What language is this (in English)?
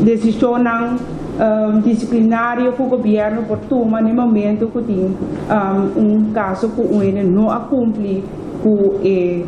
Papiamento